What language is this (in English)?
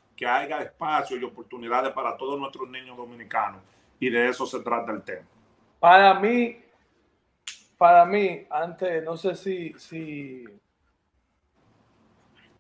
Spanish